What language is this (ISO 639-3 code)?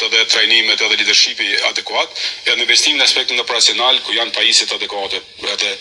sqi